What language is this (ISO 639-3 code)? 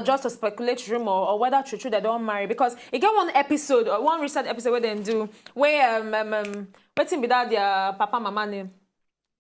pcm